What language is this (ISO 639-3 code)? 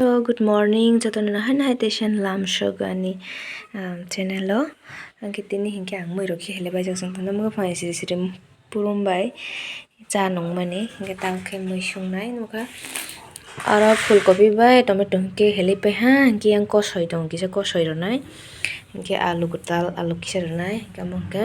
trp